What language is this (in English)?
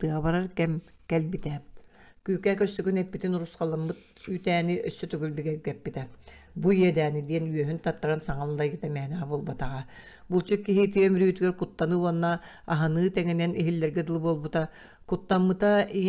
Yakut